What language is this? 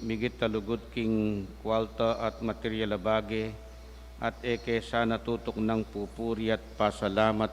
Pampanga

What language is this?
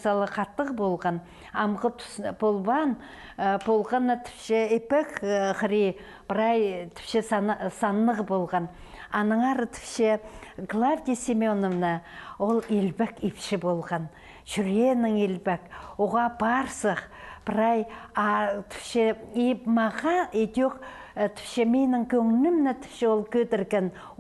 Khakas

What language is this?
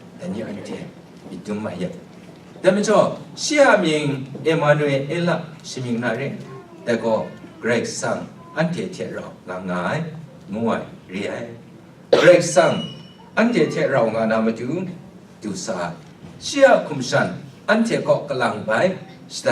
Kachin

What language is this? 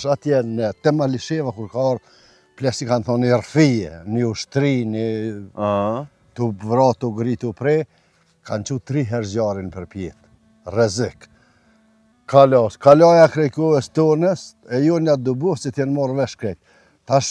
Albanian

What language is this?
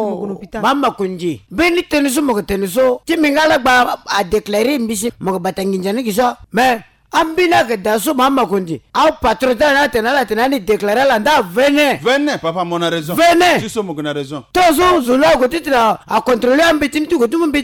Sango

